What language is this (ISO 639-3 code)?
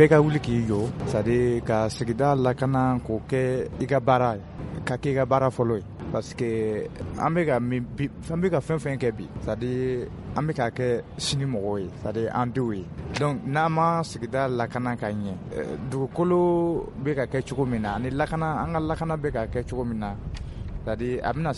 bam